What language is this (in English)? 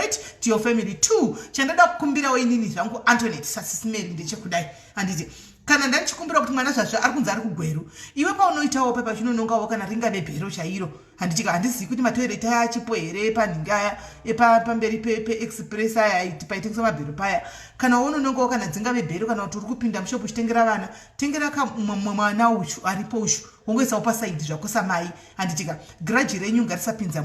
Shona